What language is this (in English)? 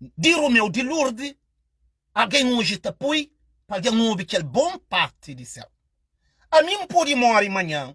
Kabuverdianu